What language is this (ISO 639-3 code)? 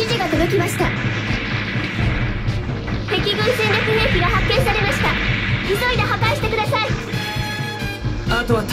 jpn